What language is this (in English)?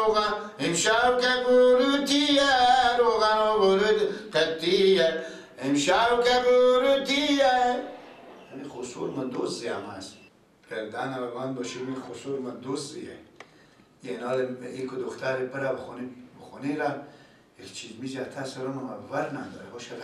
Persian